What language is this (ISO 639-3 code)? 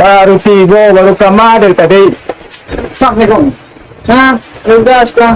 min